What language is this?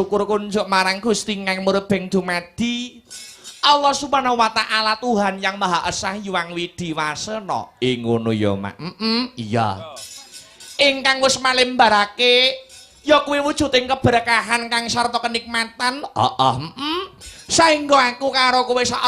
Javanese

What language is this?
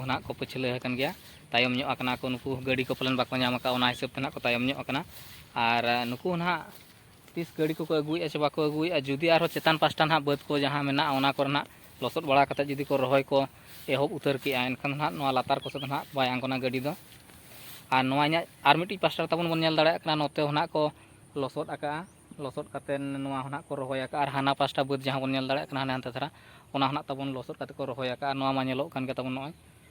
Santali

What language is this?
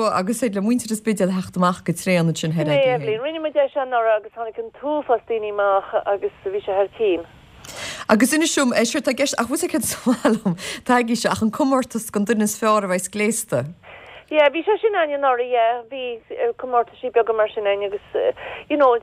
Irish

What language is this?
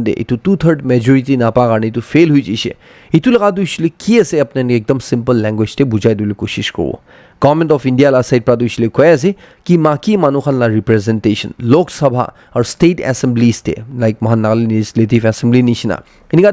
Naga Pidgin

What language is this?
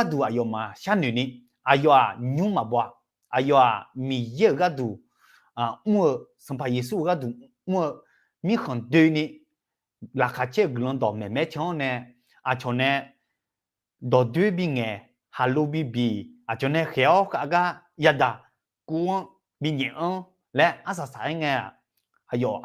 Akha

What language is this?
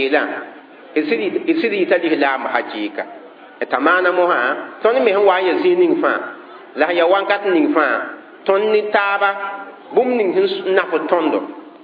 Mossi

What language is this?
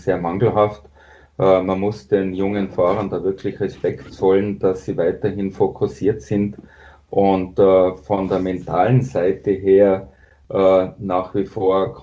German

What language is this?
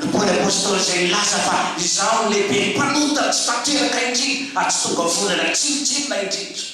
Malagasy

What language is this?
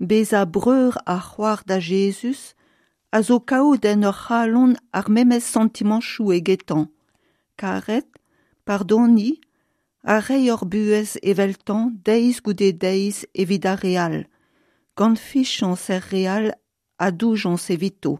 Breton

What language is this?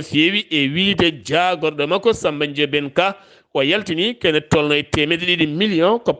Fula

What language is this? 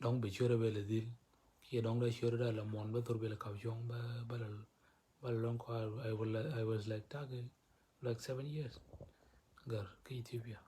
Nuer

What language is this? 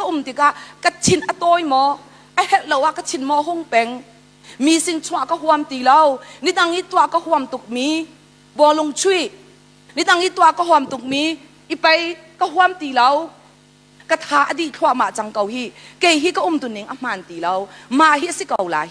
Hakha Chin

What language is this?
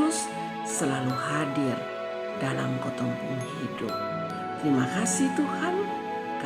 Kupang Malay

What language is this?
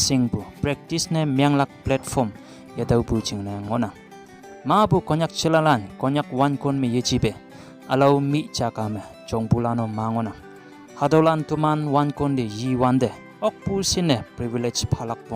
Konyak Naga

